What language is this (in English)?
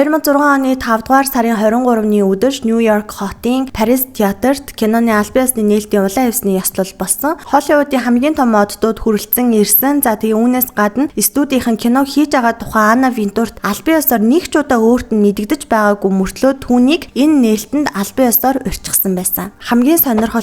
Mongolian